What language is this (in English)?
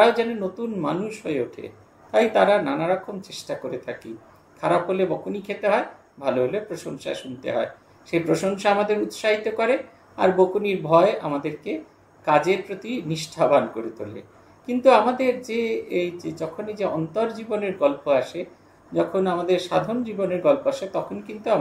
Bangla